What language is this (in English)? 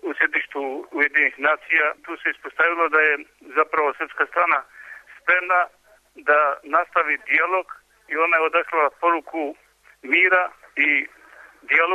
Serbian